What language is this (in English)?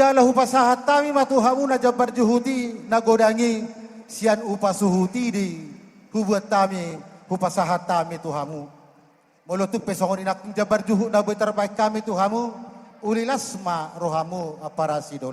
Batak Toba